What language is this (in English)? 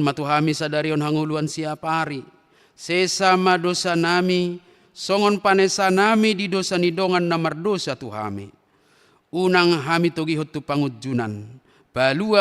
Batak Toba